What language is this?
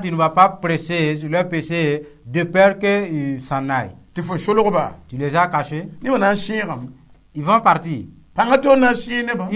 Mossi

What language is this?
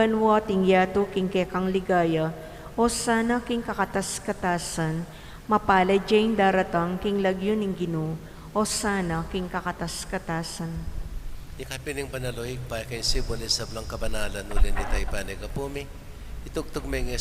Pampanga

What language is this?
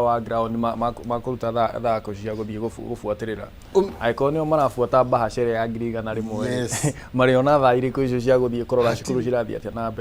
Kikuyu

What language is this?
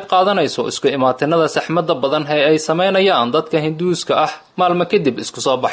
Somali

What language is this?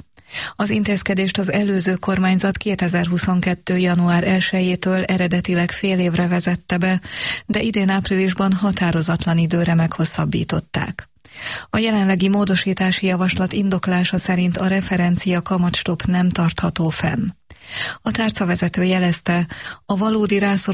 Hungarian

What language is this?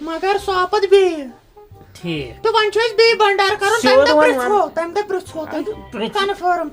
Kashmiri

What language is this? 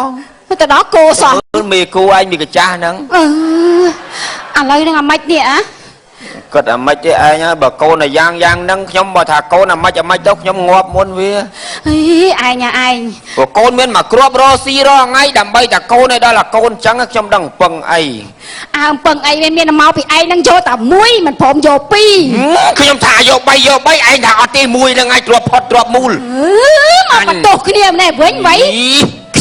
Khmer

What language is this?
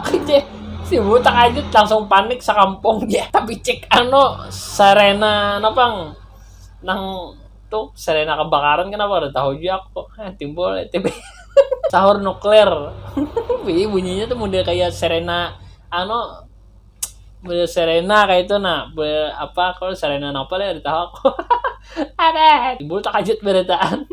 Banjar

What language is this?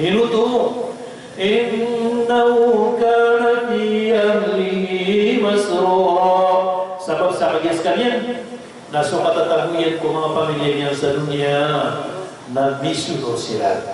Maranao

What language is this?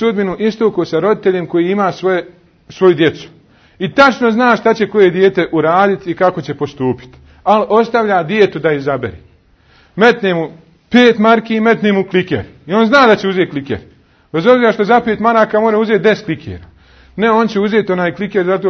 Bosnian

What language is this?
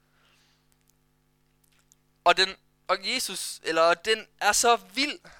Danish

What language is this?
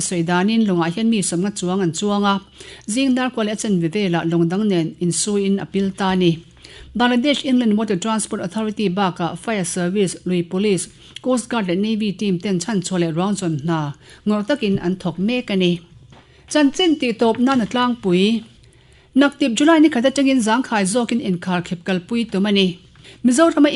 Mizo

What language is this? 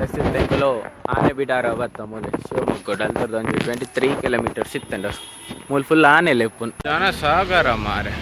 Tulu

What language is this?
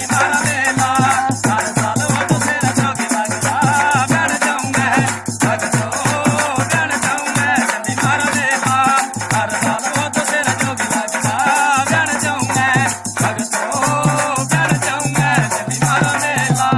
Dogri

